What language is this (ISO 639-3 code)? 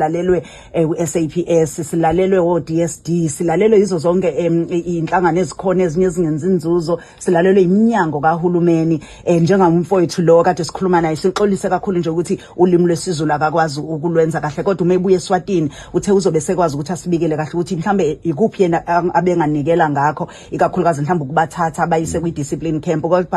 zul